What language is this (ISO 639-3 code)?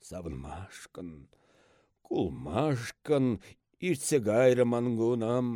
chv